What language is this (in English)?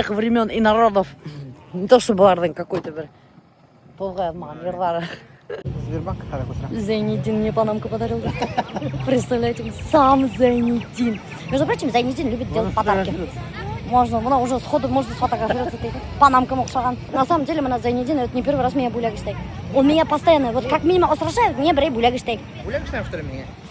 Bashkir